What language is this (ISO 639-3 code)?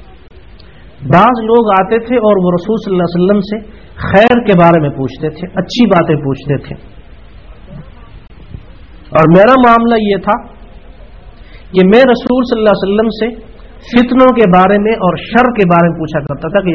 urd